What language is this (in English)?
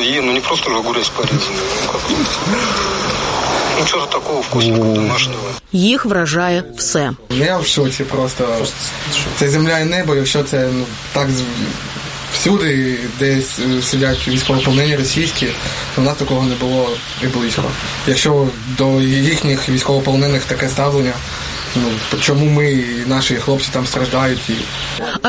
Ukrainian